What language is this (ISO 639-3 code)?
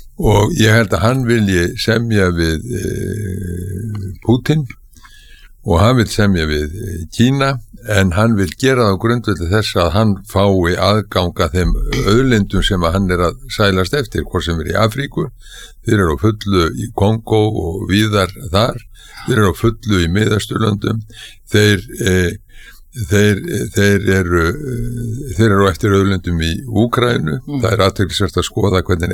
isl